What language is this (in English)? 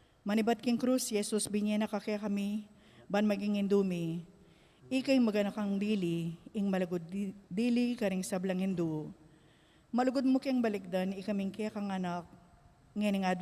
Pampanga